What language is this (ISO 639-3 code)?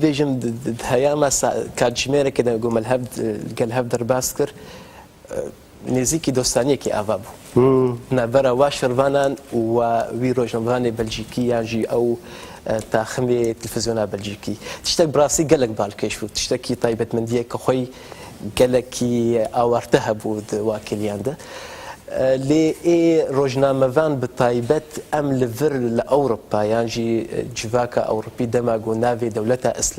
kur